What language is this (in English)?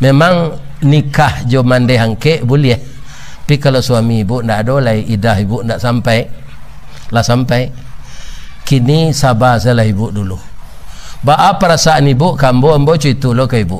Minangkabau